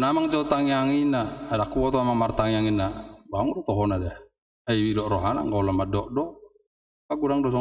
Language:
Batak Toba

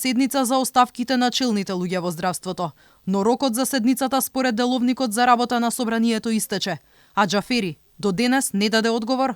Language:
Macedonian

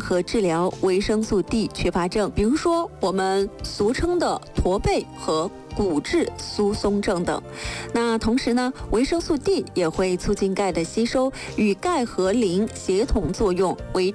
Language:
Chinese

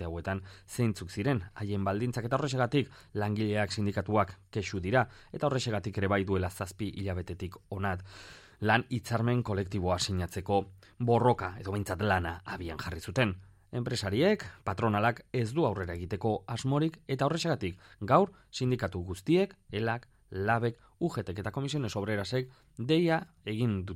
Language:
Basque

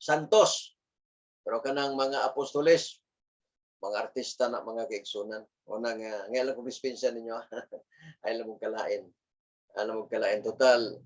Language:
Cebuano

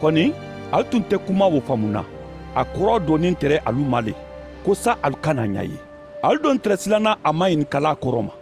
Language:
Mandingo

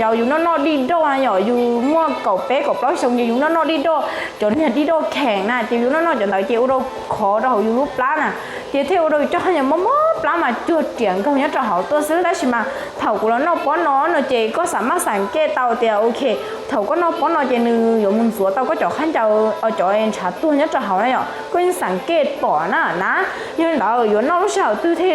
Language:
Hmong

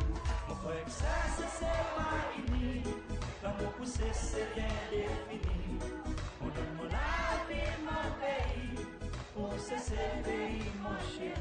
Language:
Seselwa Creole French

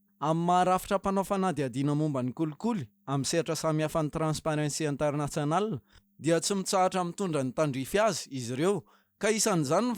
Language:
Malagasy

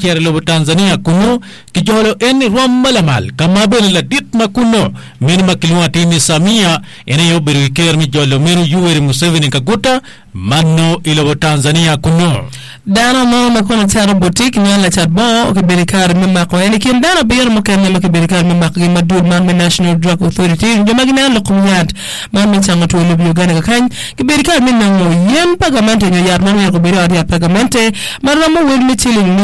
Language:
Acoli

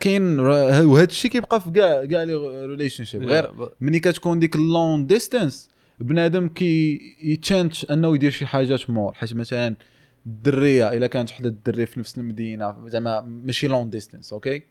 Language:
Moroccan Arabic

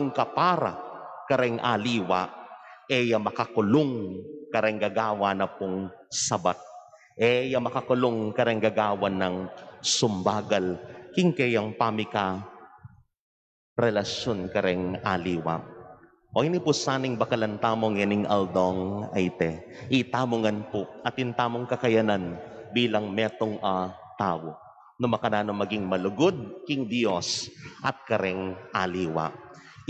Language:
Pampanga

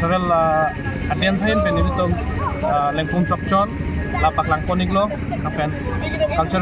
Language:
Karbi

